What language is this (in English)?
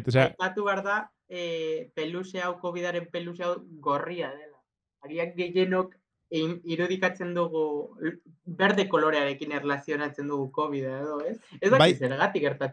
Basque